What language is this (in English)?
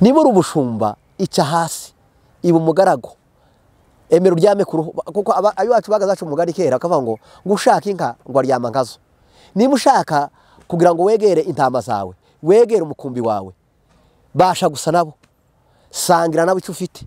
Kinyarwanda